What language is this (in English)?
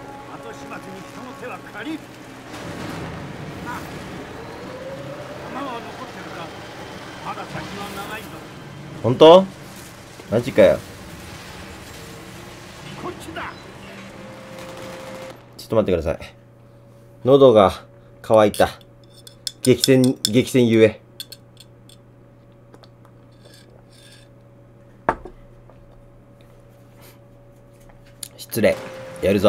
Japanese